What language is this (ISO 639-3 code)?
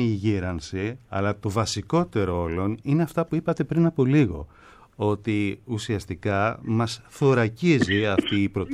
ell